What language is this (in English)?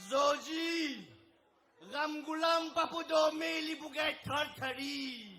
Morisyen